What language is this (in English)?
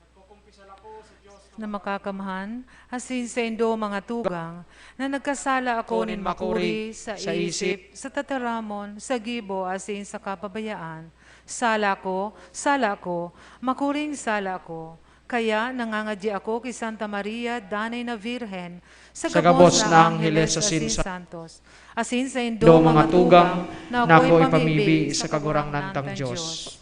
Bikol